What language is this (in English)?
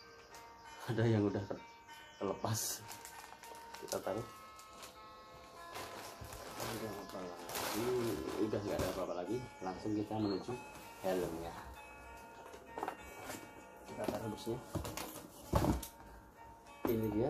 Indonesian